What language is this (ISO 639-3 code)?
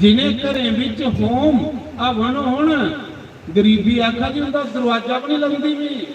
doi